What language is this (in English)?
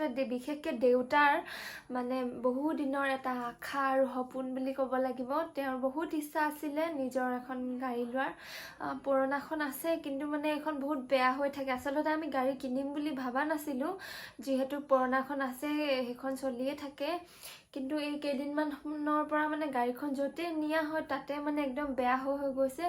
Assamese